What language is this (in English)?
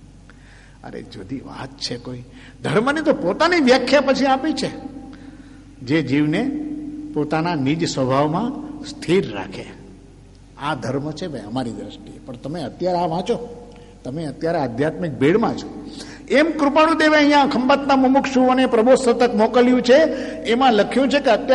Gujarati